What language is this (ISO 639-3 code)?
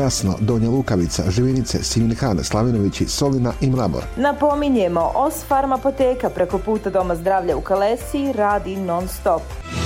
bos